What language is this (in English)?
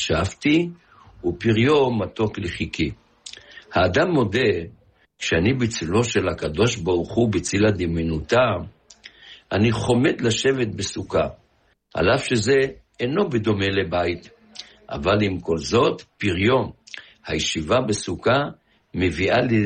Hebrew